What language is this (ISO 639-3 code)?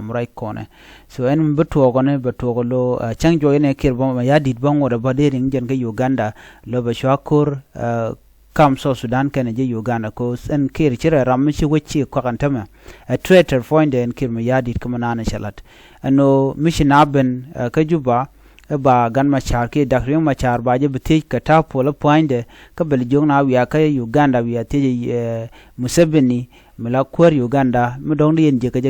nus